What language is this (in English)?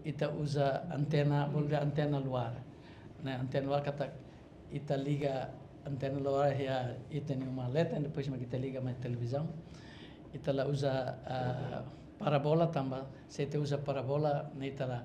Tetum